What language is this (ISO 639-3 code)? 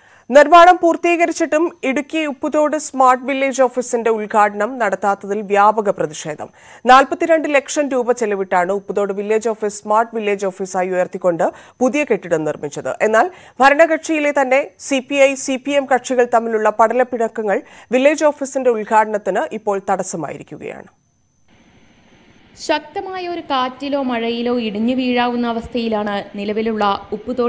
mal